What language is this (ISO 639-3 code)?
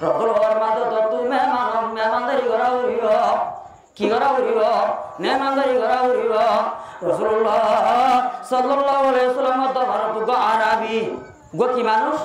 rhg